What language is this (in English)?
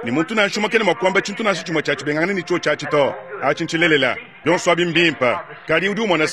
Luba-Lulua